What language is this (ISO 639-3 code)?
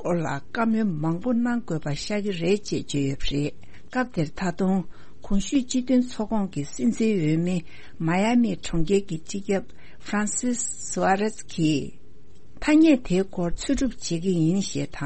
bod